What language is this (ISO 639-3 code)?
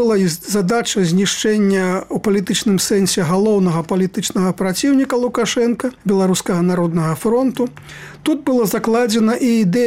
bel